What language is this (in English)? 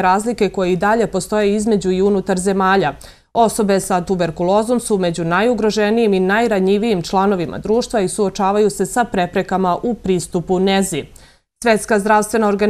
Serbian